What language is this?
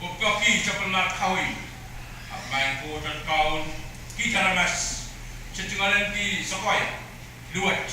Pohnpeian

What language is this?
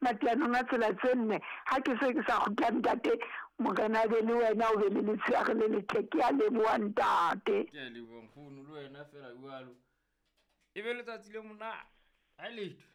Southern Sotho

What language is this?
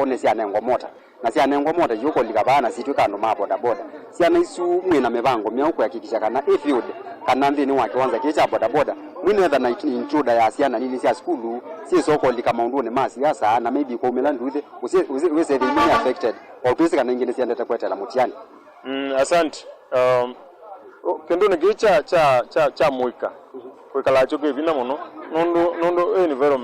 Kamba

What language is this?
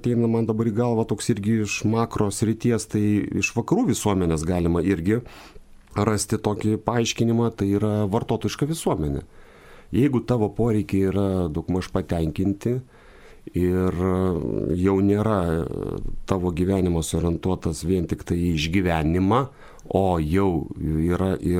Lithuanian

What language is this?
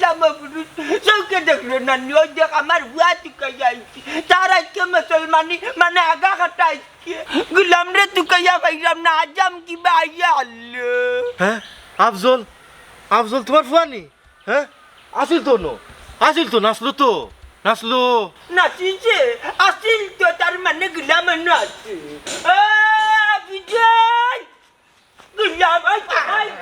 Sylheti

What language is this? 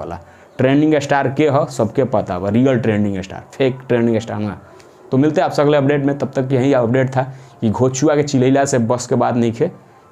Bhojpuri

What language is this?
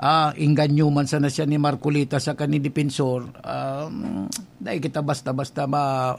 Bikol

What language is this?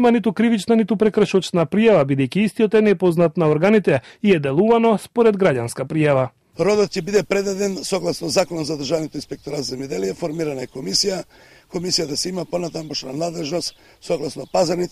Macedonian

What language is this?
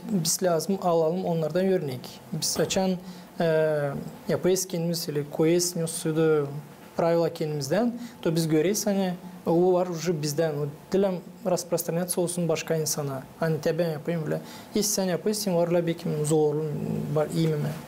Gagauz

